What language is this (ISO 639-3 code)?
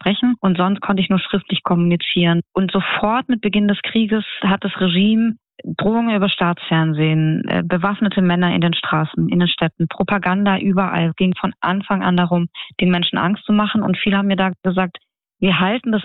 deu